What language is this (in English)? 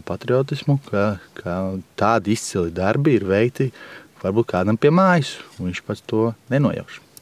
Latvian